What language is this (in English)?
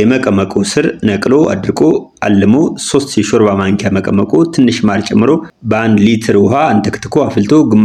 Amharic